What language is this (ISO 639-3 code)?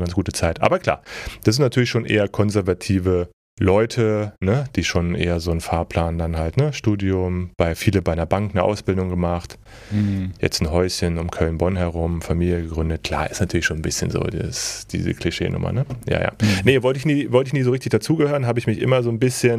deu